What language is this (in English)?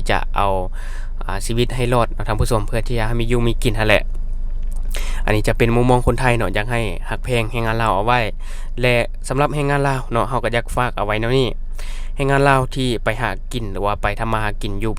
Lao